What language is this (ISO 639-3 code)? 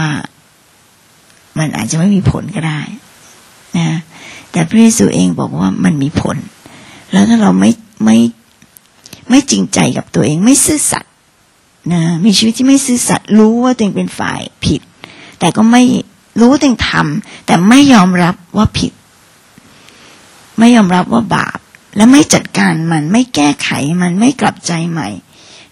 tha